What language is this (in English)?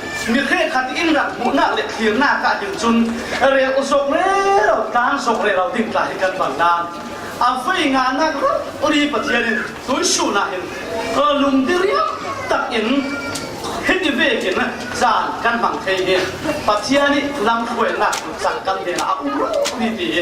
Falam Chin